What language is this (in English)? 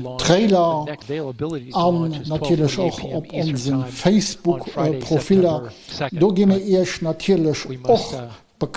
Luxembourgish